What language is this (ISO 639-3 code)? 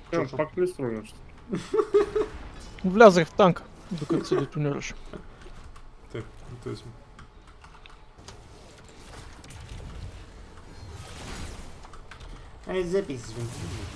bul